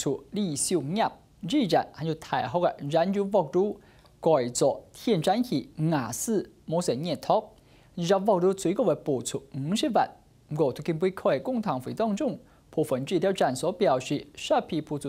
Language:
Hakka Chinese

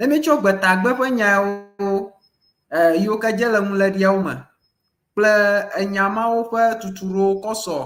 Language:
Ewe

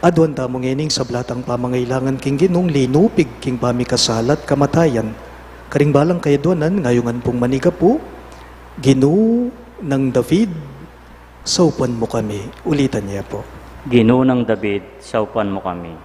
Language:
Pampanga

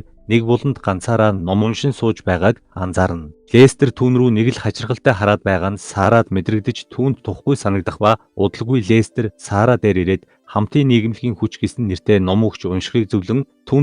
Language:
Mongolian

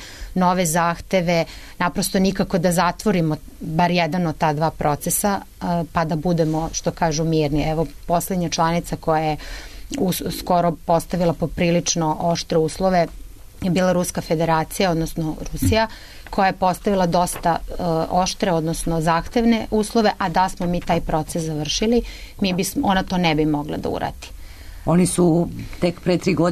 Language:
Serbian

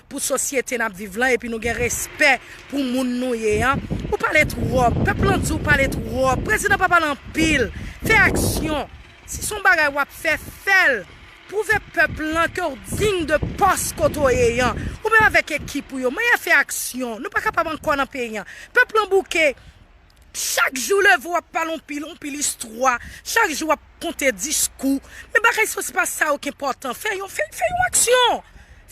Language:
Haitian Creole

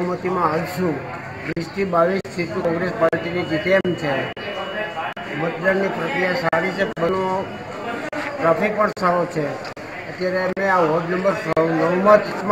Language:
Gujarati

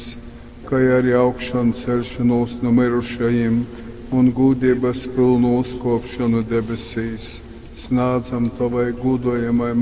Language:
Latgalian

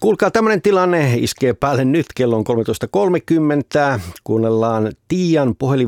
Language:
Finnish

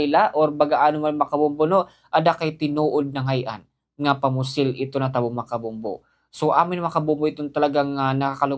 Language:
Waray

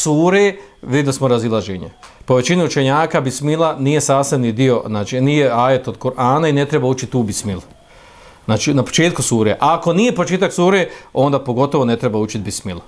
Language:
Bosnian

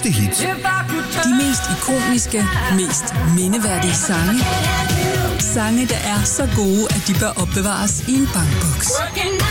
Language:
Danish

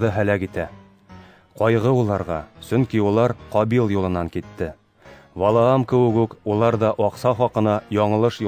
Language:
Bashkir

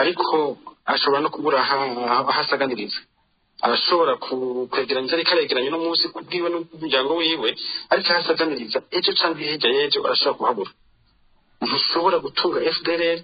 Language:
Rundi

